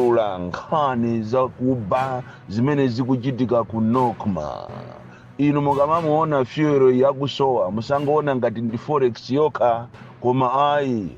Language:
Nyanja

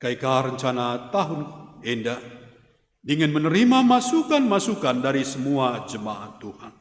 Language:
Batak Karo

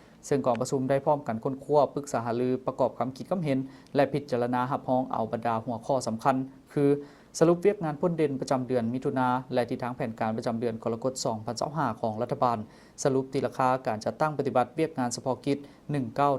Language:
Lao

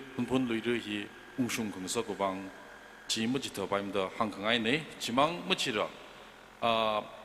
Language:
Tangkhul Naga (India)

